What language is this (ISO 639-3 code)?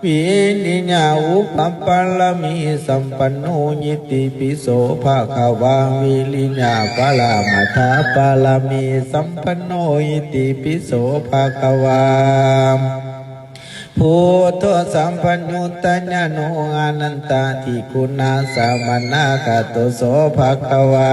pli